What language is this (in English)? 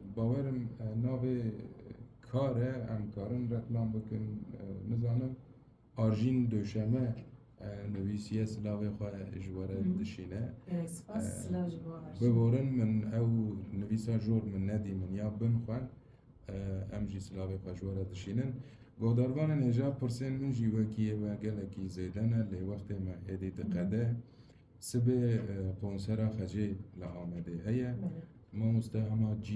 Kurdish